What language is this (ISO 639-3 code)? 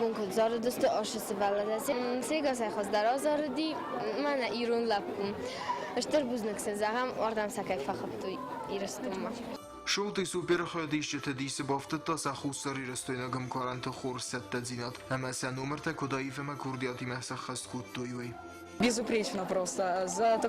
oss